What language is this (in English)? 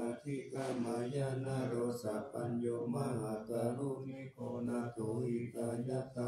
Pali